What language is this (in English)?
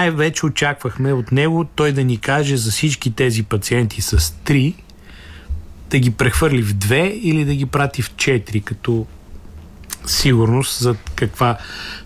Bulgarian